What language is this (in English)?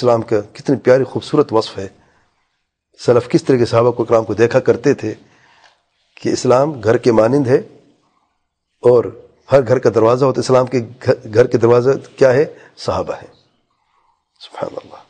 Urdu